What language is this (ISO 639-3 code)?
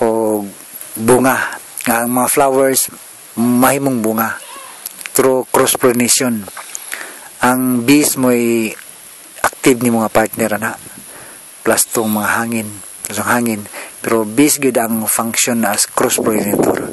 ceb